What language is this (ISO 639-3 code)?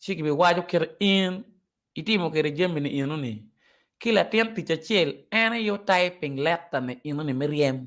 ach